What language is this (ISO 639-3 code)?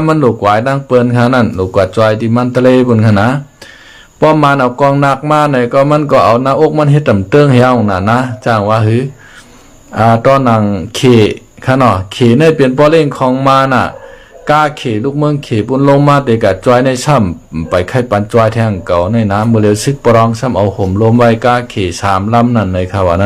shn